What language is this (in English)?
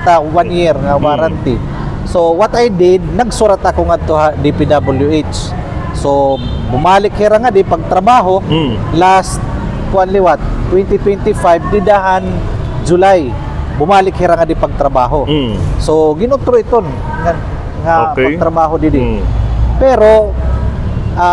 Waray